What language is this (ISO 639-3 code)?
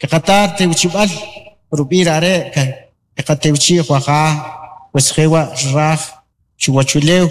quc